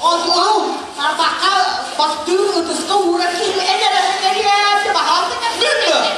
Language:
Yakut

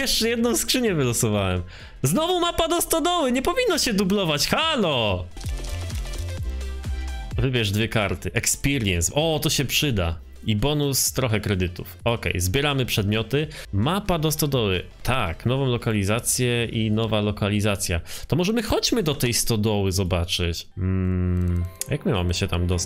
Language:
Polish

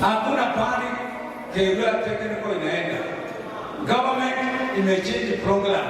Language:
Meru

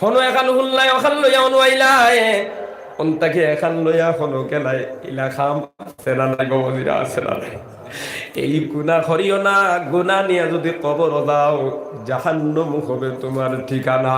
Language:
Sylheti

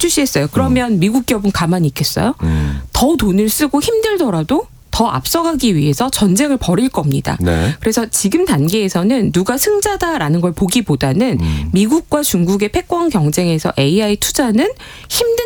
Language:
Korean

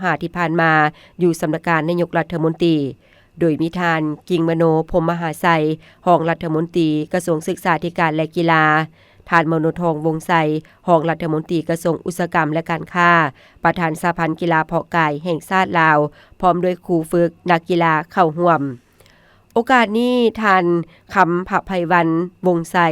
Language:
Lao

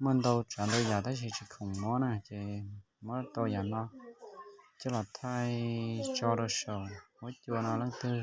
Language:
Hmong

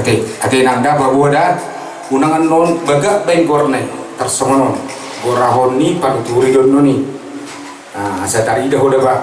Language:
Batak Toba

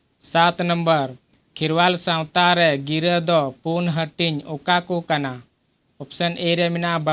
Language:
Santali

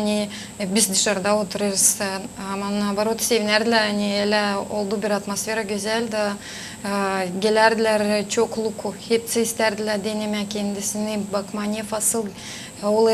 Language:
Gagauz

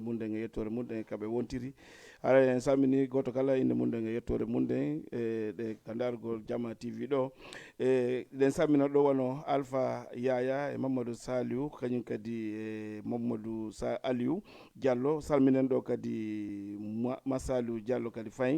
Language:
Fula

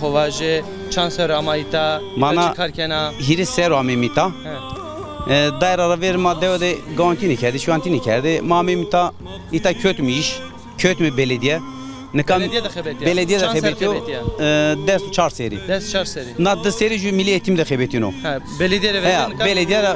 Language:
Zaza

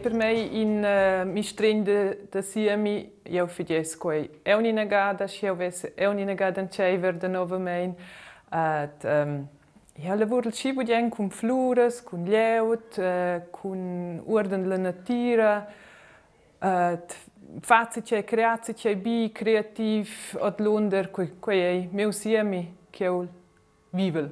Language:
Romansh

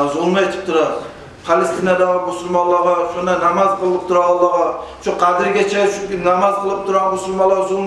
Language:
Kumyk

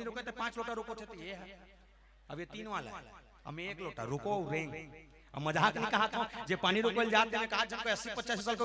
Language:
Chhattisgarhi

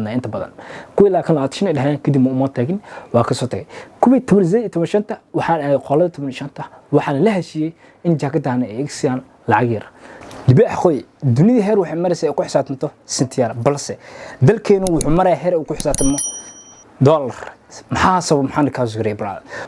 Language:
Somali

